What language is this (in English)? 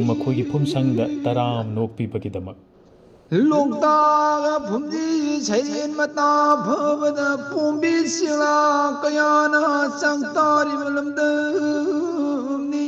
Manipuri